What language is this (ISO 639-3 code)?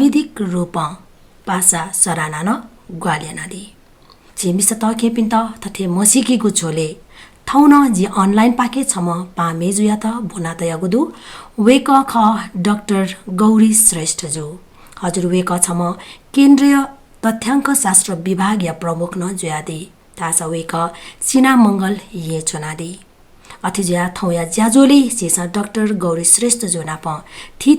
new